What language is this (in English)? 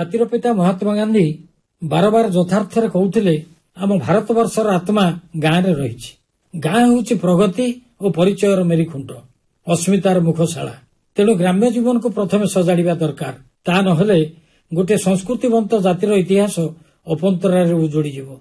Odia